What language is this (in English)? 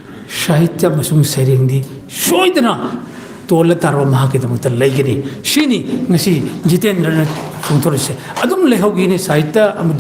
Manipuri